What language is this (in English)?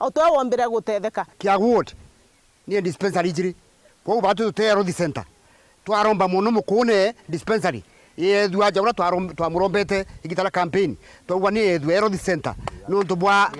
Meru